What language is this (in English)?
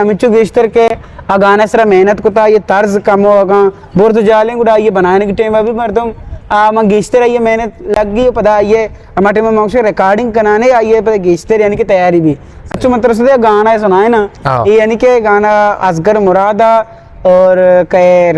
Eastern Balochi